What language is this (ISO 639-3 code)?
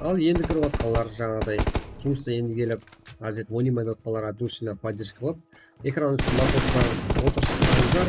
kaa